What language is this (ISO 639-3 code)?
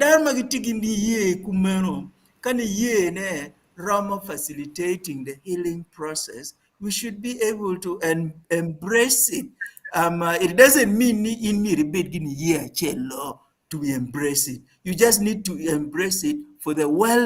ach